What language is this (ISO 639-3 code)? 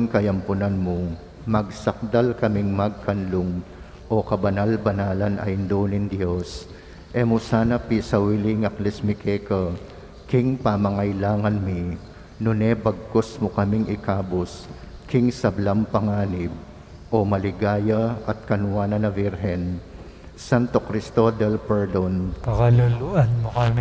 pam